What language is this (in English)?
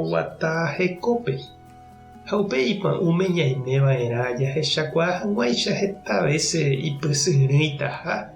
Guarani